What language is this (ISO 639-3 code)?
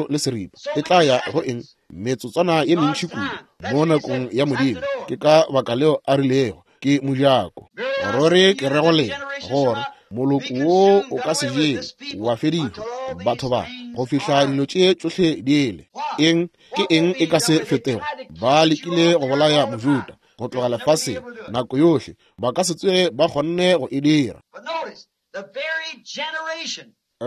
nso